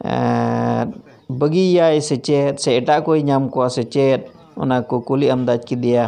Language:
Santali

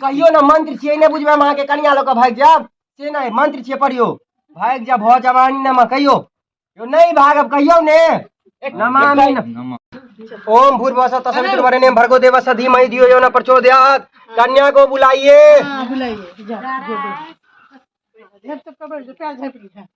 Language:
Maithili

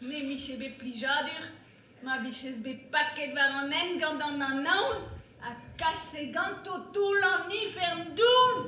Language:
Breton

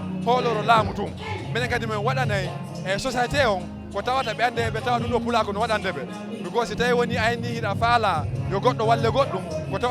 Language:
Fula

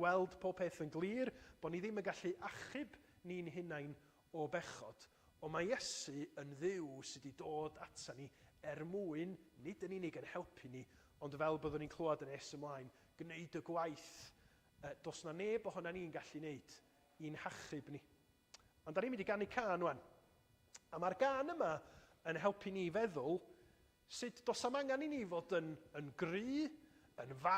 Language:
Welsh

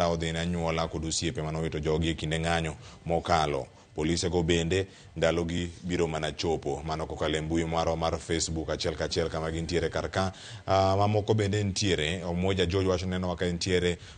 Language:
Luo (Kenya and Tanzania)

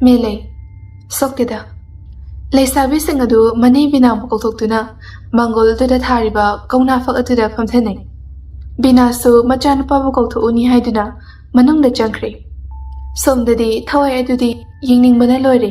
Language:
Manipuri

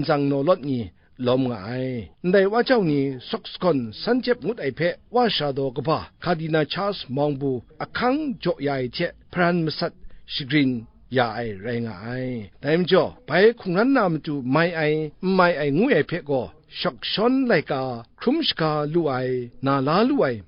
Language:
Kachin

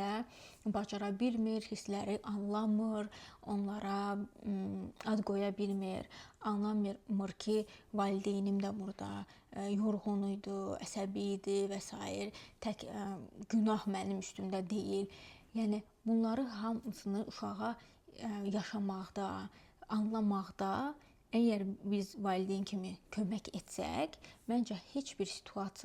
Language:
Azerbaijani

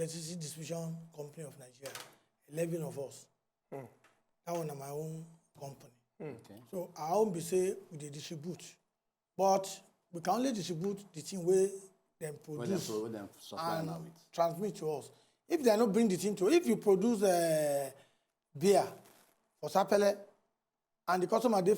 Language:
Nigerian Pidgin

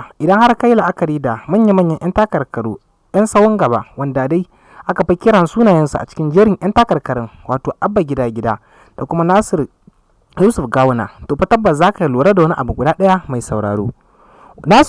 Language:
Hausa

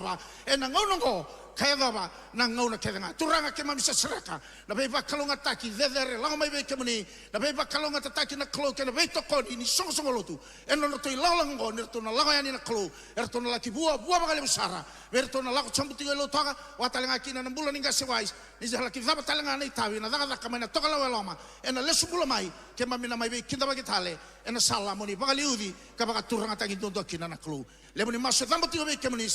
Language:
Fijian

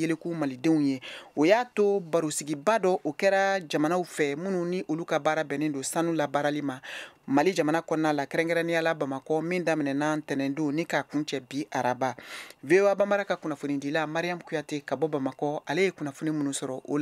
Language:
Bambara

